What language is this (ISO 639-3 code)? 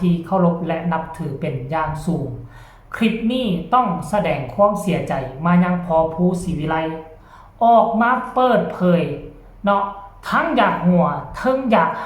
tts